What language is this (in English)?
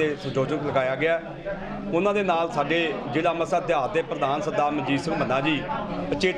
Punjabi